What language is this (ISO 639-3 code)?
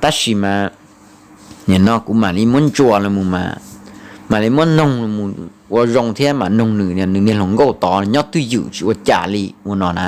hmn